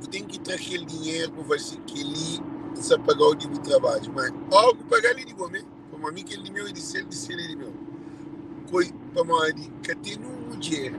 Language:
Kabuverdianu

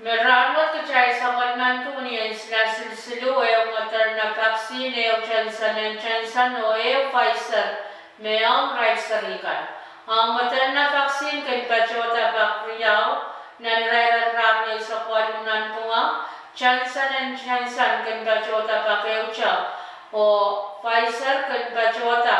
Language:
Pohnpeian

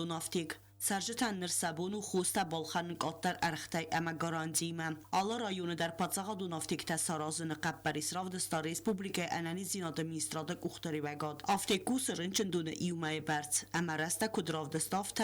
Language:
Ossetic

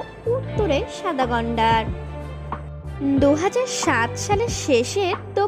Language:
Bangla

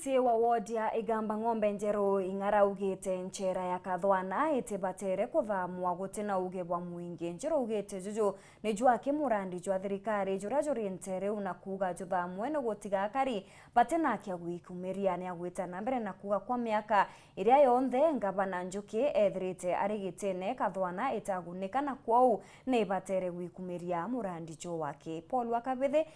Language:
Meru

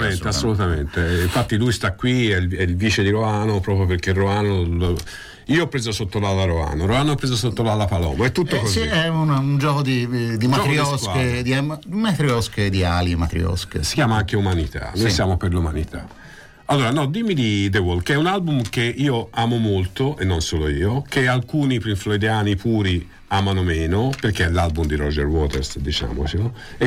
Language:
Italian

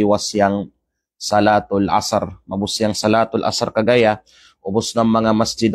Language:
Kalagan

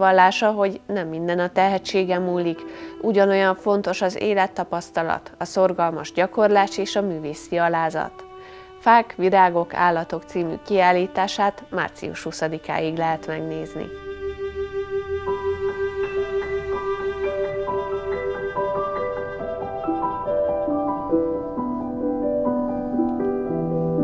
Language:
Hungarian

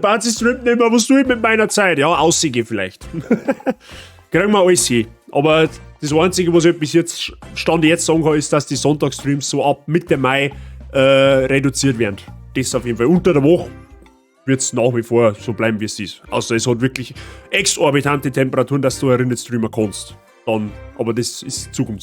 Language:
Bavarian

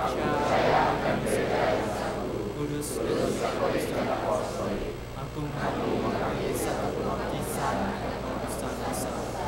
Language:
Indonesian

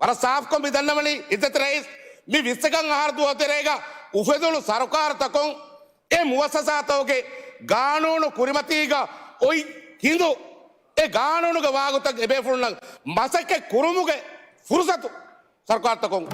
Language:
Divehi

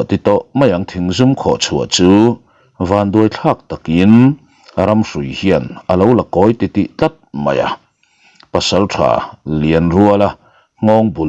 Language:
Mizo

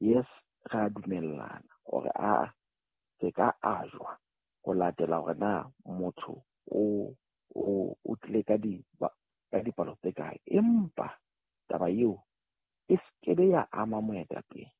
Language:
Southern Sotho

